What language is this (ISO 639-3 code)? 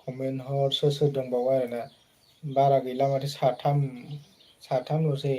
brx